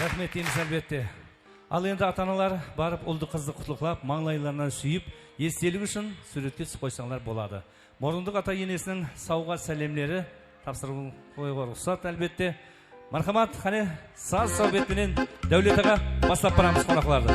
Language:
Kara-Kalpak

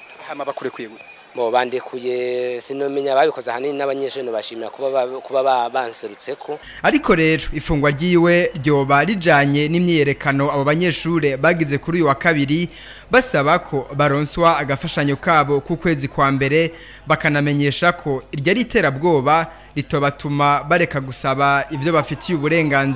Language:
Rundi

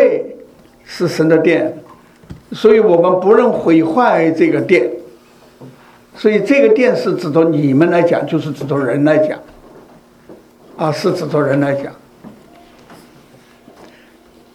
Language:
Chinese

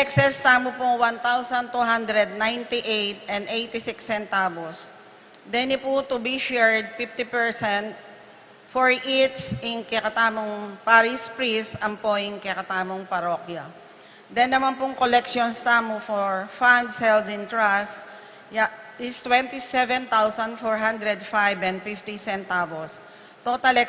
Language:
Pampanga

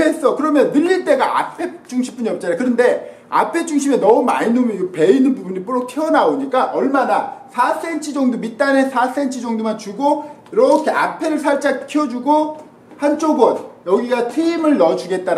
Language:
Korean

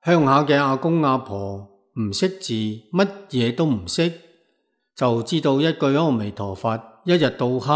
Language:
Cantonese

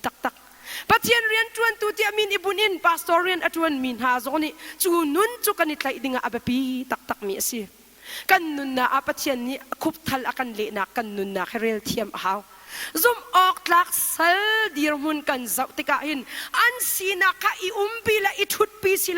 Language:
Hakha Chin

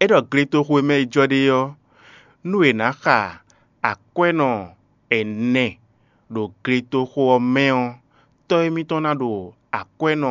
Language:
Fon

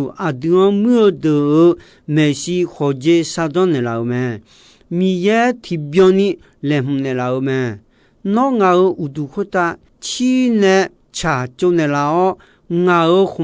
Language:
Akha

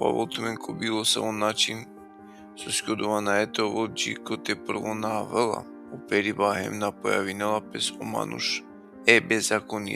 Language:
Balkan Romani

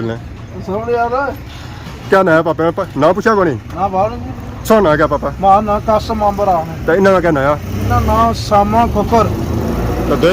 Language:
Pahari-Potwari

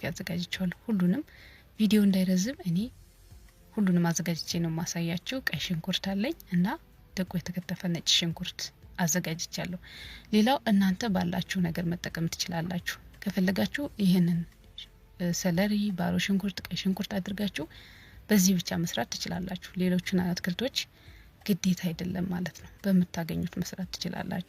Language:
Amharic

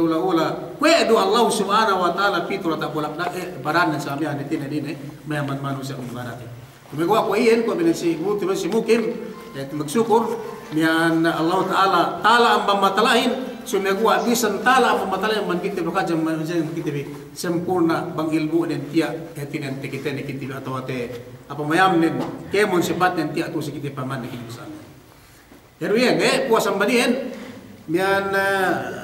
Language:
Yakan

